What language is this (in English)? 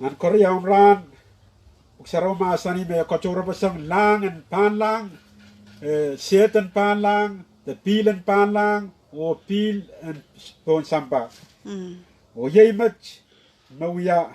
Pohnpeian